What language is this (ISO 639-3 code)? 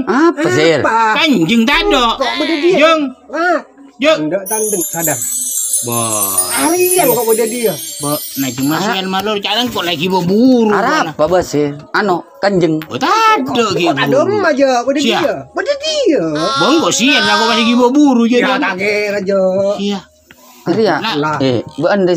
mad